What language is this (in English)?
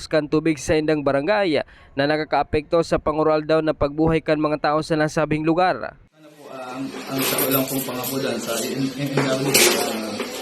Bikol